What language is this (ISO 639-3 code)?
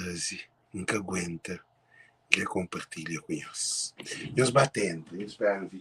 kea